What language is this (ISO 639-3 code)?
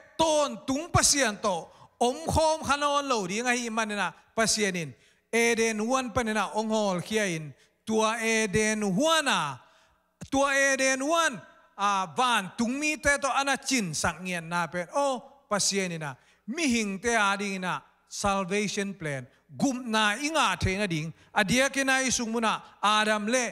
ctd